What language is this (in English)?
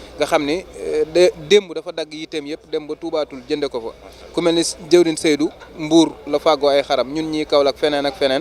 Wolof